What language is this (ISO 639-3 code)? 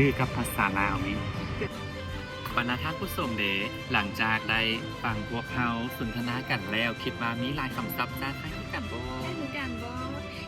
lao